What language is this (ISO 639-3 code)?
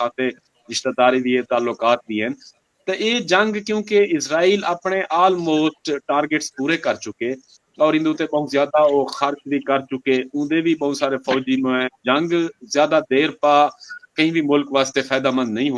skr